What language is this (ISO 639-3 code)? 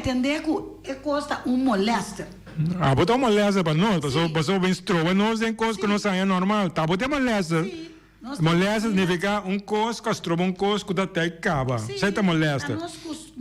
pap